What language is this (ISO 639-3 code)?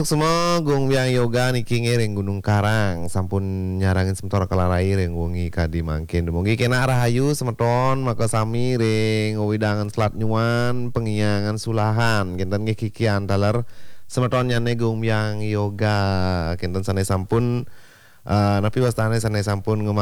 ban